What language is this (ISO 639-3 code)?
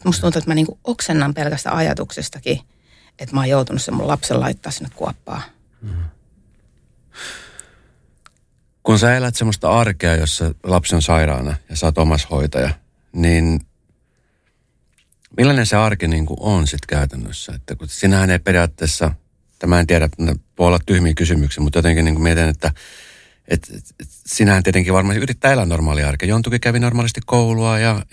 fin